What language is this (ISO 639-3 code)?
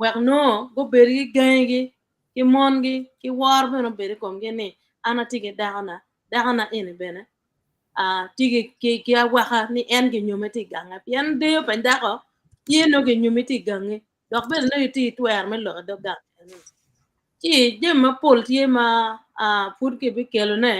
ach